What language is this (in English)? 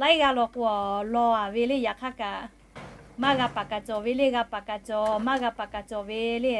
Lahu